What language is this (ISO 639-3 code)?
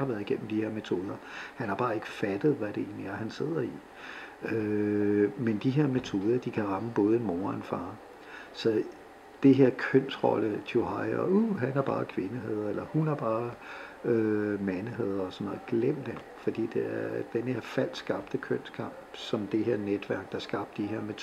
dan